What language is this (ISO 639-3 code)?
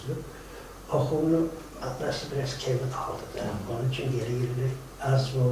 kum